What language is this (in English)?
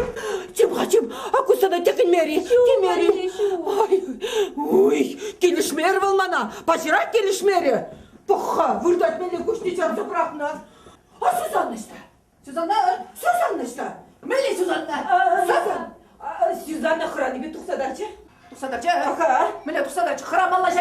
Chuvash